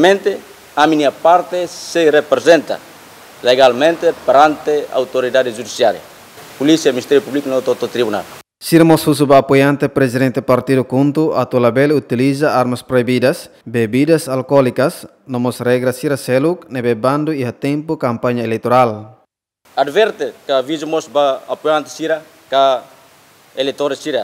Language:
Tetum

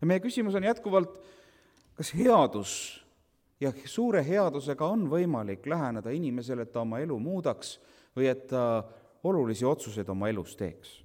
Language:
Estonian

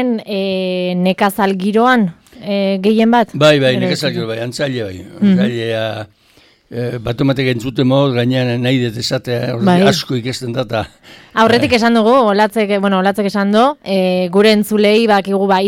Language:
Basque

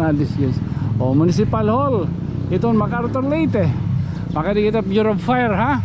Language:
Waray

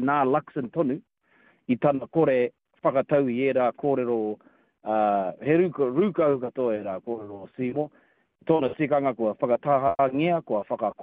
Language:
Māori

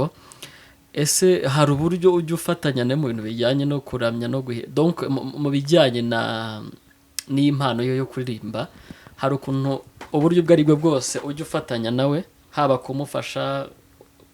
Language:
Kinyarwanda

